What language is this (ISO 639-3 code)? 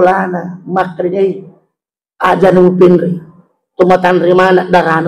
bug